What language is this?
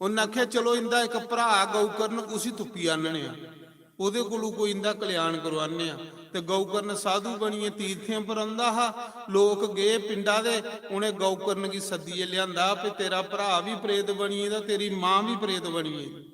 Dogri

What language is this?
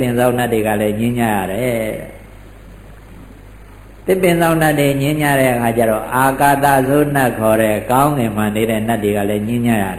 Burmese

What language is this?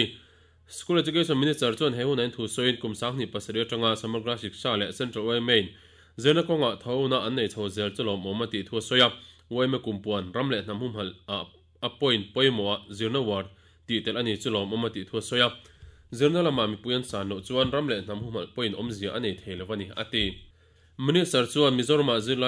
Mizo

